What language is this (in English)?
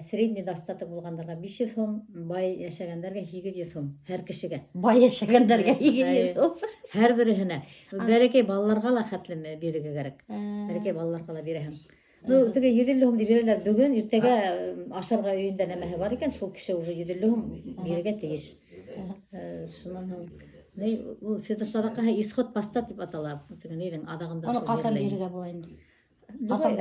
Bashkir